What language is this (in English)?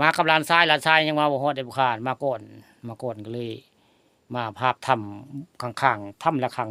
Northeastern Thai